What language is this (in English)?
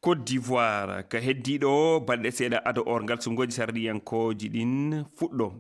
Fula